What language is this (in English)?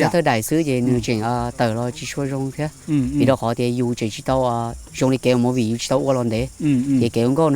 Hmong